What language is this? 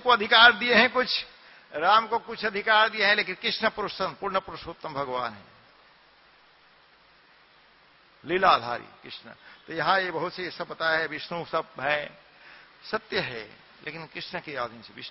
Hindi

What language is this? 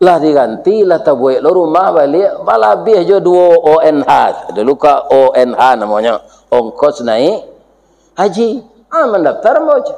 Minangkabau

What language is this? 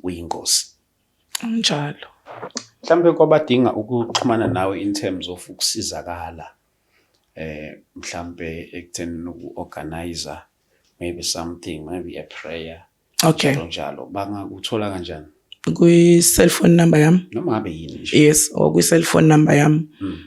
Zulu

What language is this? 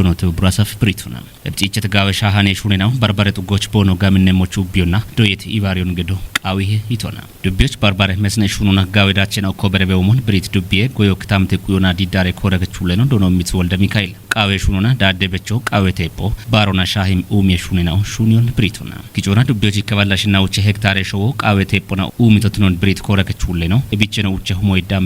Kafa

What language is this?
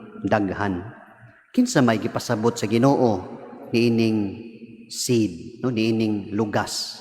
Cebuano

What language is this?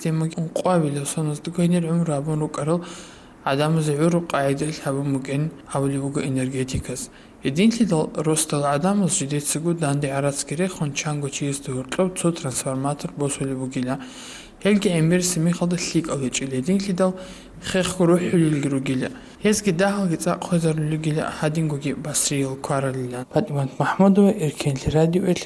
Avaric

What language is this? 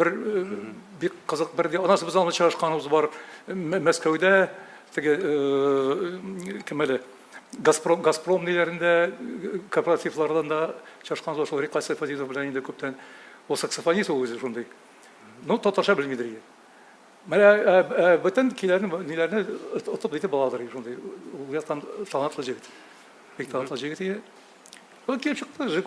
Tatar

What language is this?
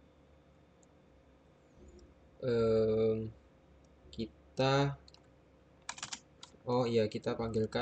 Indonesian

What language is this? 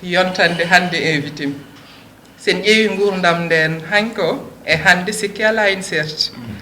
Fula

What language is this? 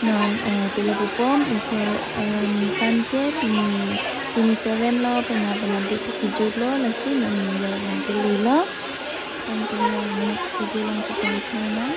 Karbi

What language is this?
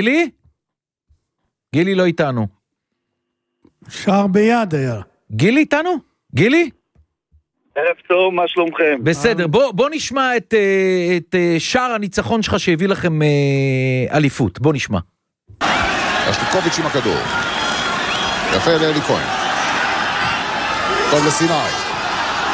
Hebrew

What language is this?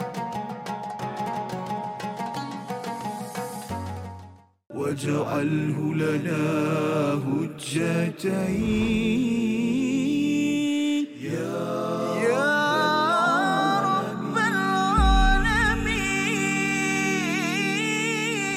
Malay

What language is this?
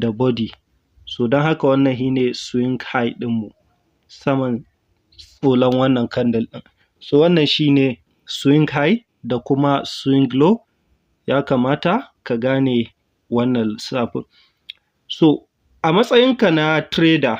Hausa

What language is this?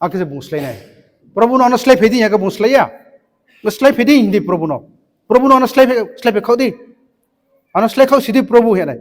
Riang (India)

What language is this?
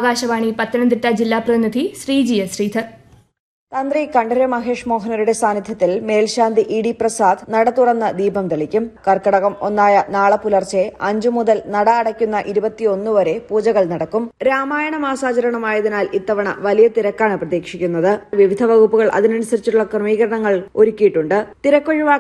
Malayalam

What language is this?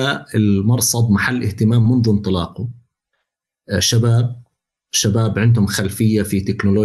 North Levantine Arabic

